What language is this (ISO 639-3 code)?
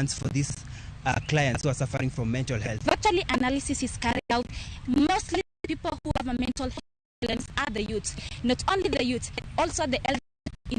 luo